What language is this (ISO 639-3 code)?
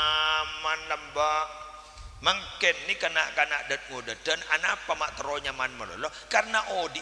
mad